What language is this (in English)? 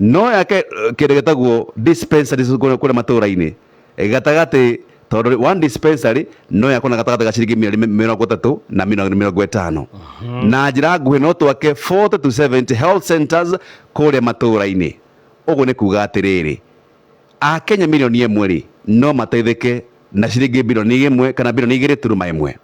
Kikuyu